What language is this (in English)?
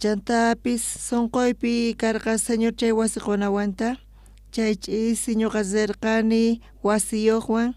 South Bolivian Quechua